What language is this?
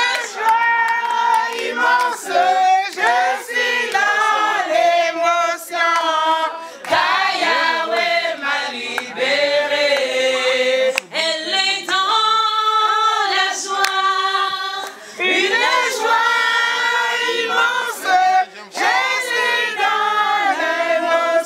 French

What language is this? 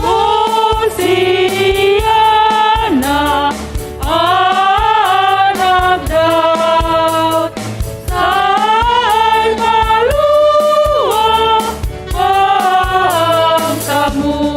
Batak Simalungun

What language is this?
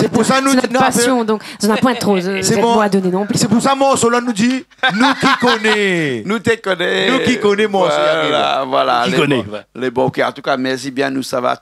Réunion Creole French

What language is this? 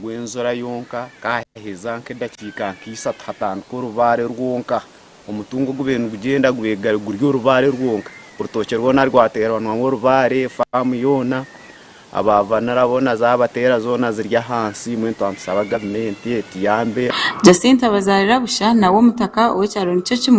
Nyankole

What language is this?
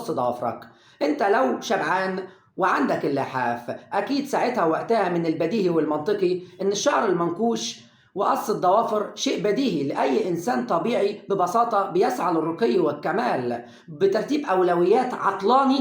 Egyptian Arabic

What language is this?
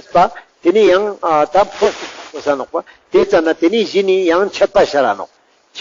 Ladakhi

